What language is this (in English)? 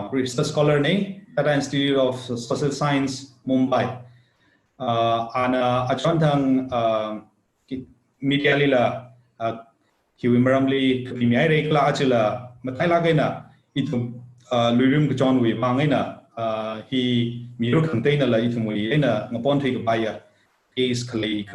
Tangkhul Naga (India)